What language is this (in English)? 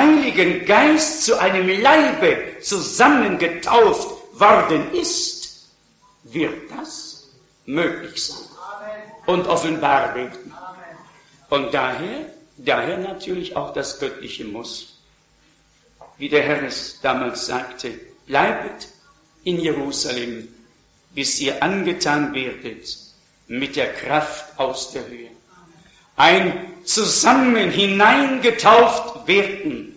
German